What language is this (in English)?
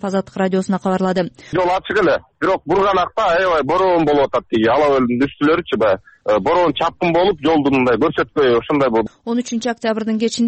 Kyrgyz